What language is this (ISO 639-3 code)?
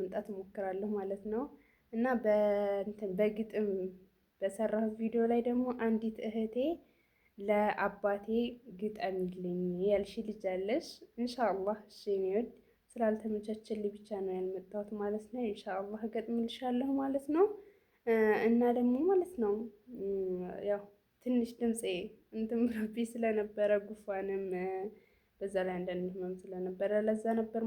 amh